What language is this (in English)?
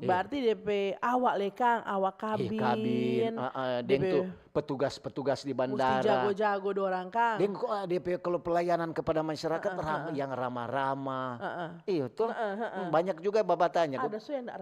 Manado Malay